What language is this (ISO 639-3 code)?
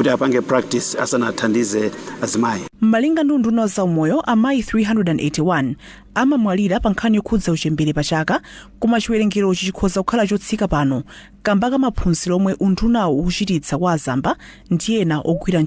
nya